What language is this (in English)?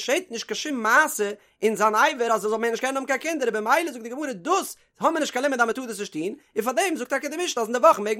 Yiddish